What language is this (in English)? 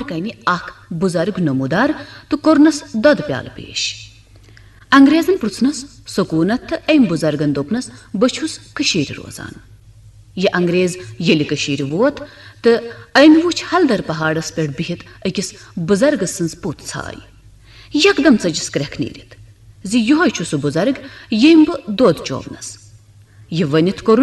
Kashmiri